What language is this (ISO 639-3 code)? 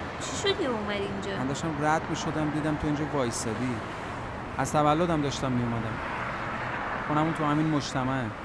fas